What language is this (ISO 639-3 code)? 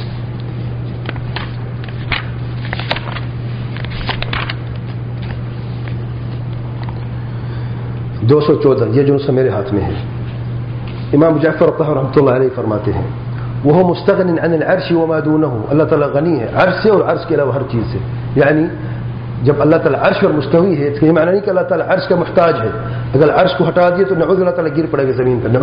urd